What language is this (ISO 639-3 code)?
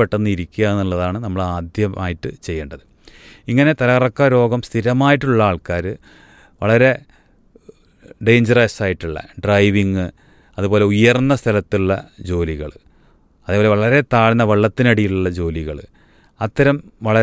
mal